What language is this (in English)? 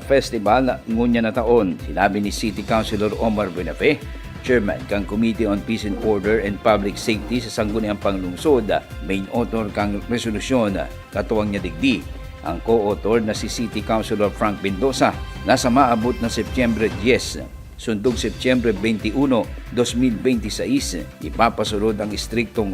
Bikol